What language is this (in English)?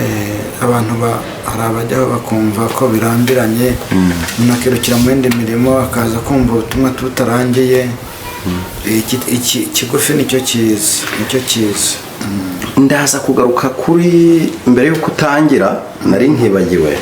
Kinyarwanda